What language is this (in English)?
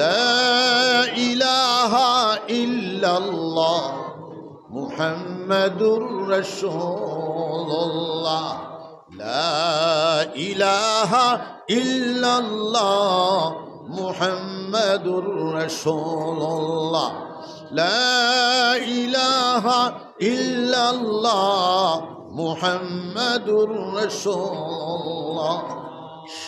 Sylheti